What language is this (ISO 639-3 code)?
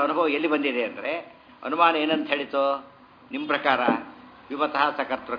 kan